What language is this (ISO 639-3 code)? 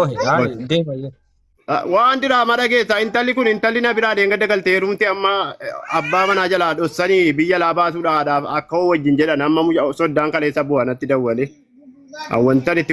orm